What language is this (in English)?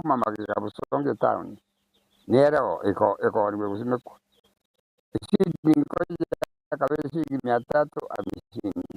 Gusii